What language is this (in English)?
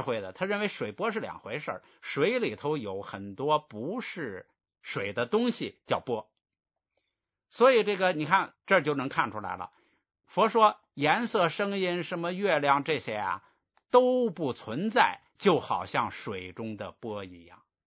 Chinese